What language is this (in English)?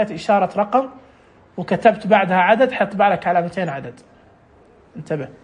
Najdi Arabic